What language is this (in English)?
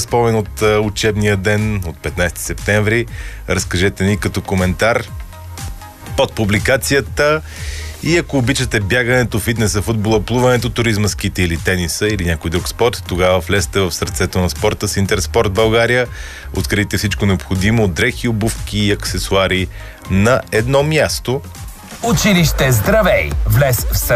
Bulgarian